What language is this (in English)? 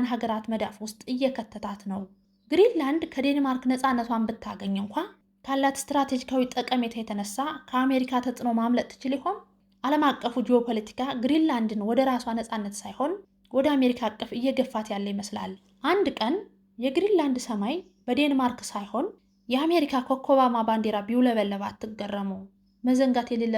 Amharic